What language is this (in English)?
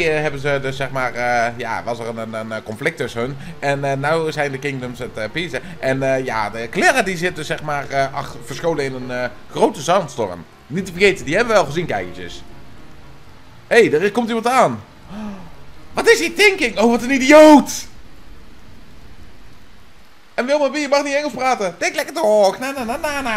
Dutch